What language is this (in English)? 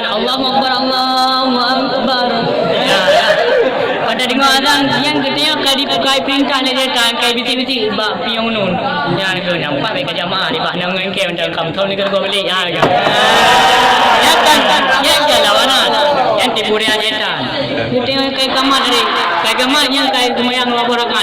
Achinese